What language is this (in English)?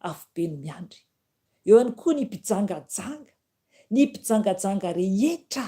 Malagasy